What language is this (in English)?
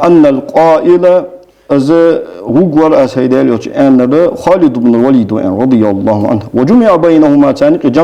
Ingush